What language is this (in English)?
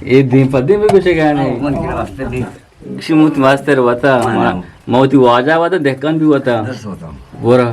Eastern Balochi